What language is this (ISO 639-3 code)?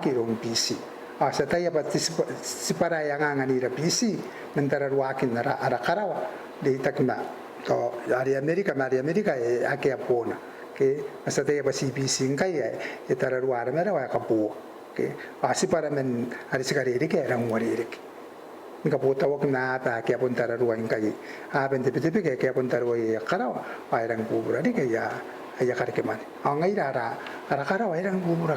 gil